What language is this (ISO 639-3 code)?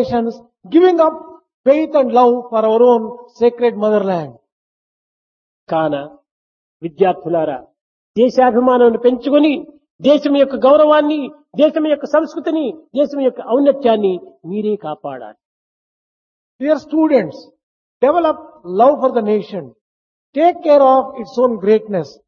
tel